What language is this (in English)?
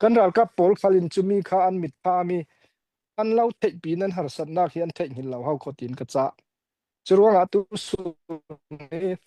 Falam Chin